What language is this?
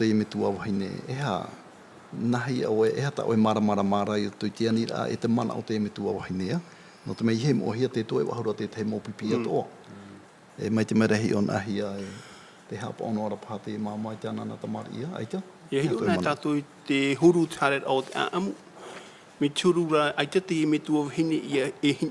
Tahitian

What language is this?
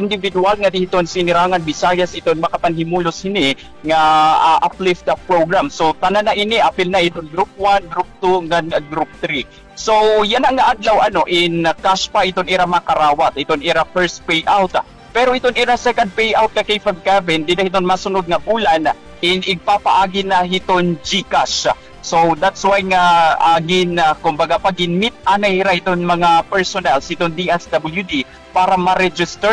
Waray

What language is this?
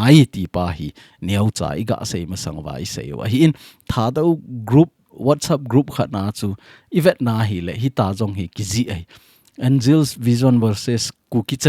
Thado Chin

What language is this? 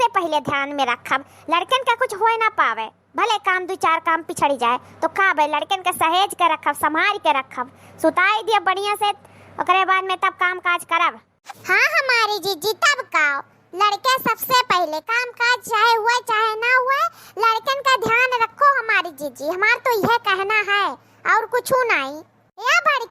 Awadhi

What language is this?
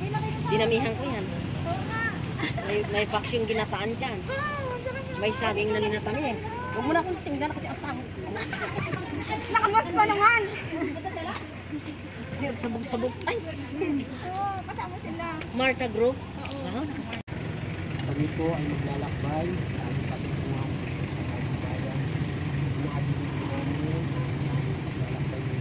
Filipino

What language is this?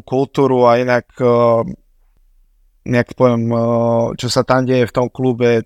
Slovak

